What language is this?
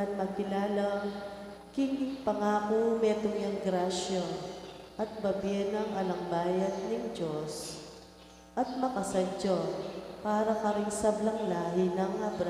Pampanga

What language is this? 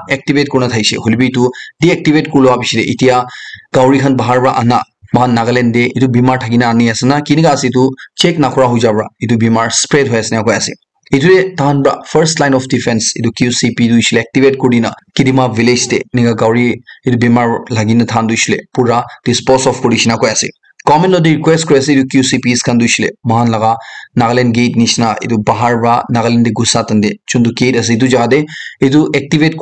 Naga Pidgin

